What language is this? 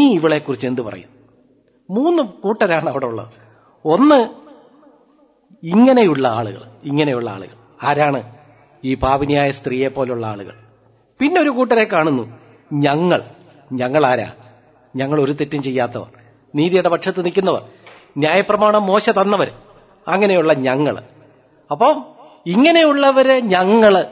Malayalam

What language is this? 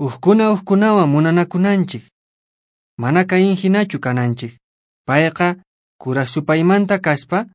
Quechua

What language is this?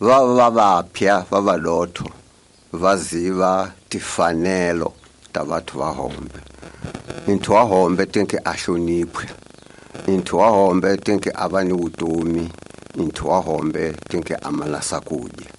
Tsonga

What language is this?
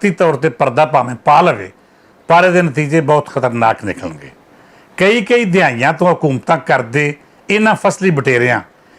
Western Panjabi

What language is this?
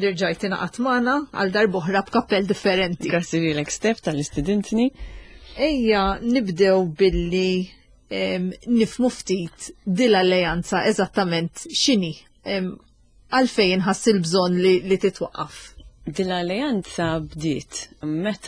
Maltese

